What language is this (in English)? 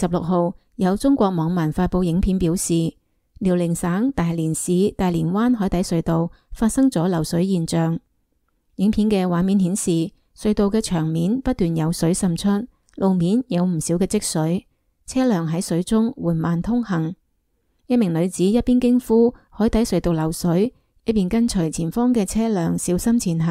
Cantonese